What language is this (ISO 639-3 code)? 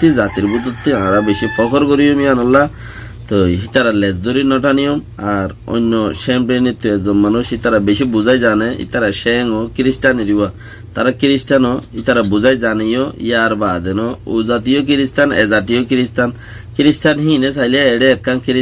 rhg